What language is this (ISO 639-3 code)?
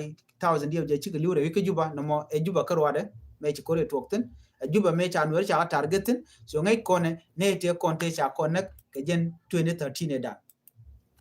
nus